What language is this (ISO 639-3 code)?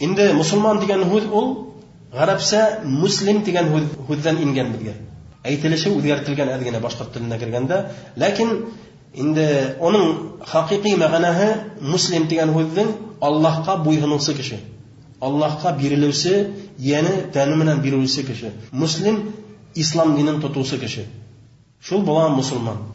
bak